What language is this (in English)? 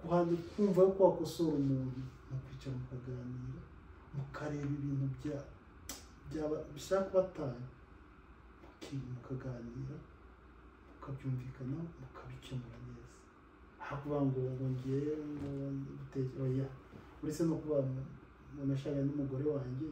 Kinyarwanda